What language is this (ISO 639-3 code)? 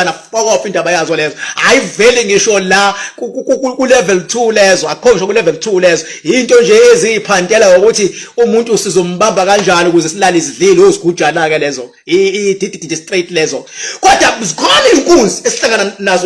zul